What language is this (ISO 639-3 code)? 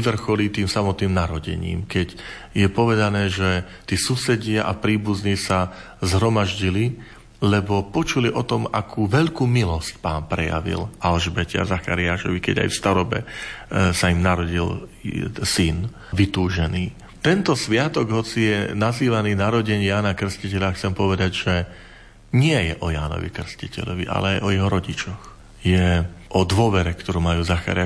slk